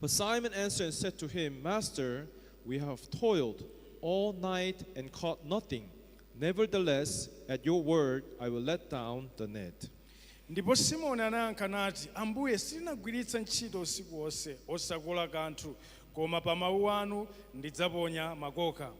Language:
Nyanja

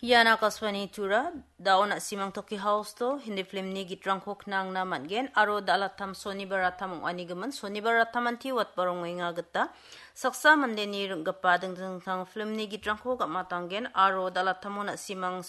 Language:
Garo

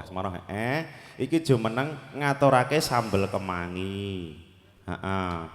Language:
Javanese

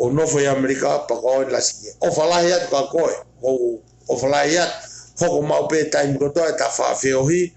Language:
Tongan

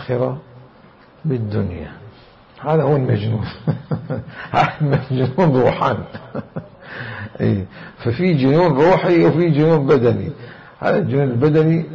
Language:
Mesopotamian Arabic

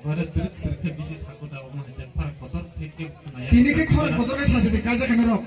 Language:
Kok Borok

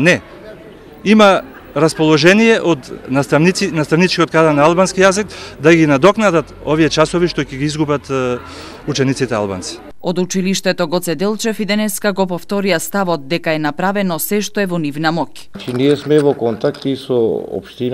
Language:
Macedonian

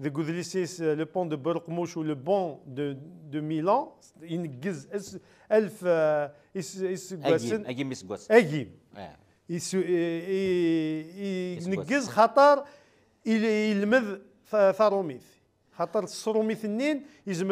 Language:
Kabyle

